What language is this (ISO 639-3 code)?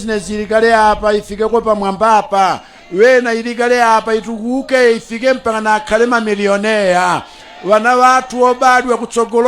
nya